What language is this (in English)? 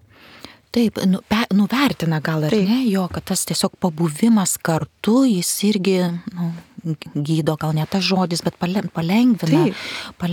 Lithuanian